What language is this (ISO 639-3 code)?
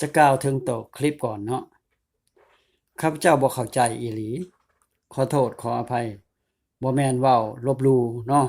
lao